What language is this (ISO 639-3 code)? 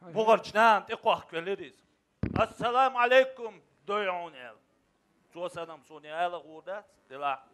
che